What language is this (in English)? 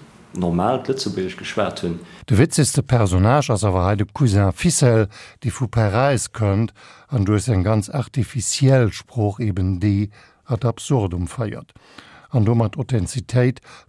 Luxembourgish